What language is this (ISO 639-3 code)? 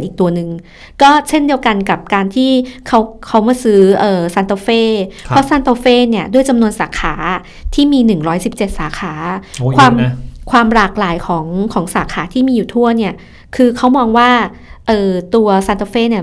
tha